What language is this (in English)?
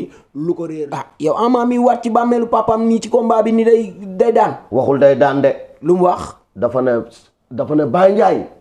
Wolof